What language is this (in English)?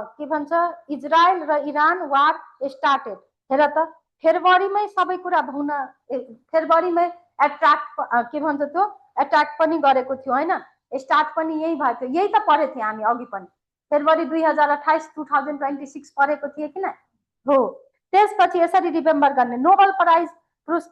Nepali